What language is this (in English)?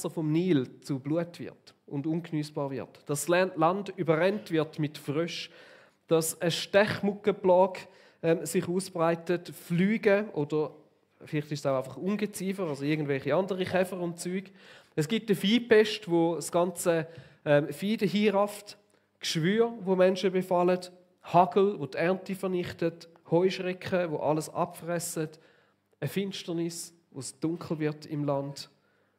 Swiss German